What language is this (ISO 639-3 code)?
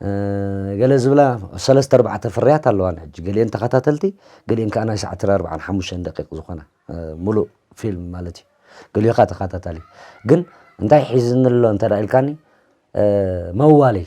tir